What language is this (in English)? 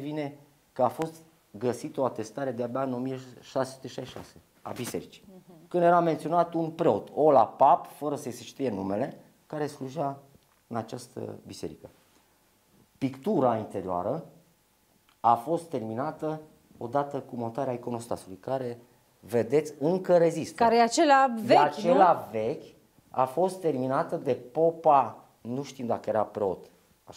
Romanian